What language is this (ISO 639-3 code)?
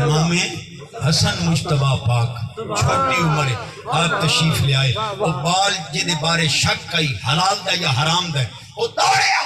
skr